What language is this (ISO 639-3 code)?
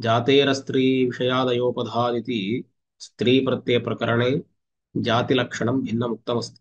san